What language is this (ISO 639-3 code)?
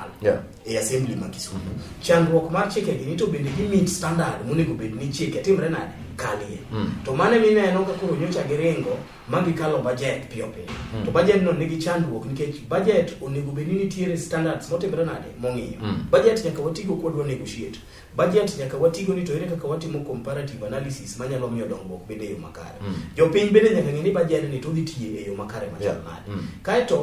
luo